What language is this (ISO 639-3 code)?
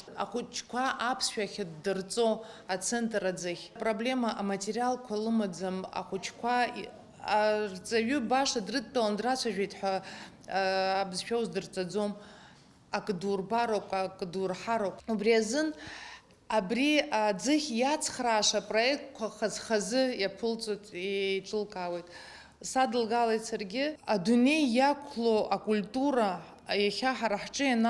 abk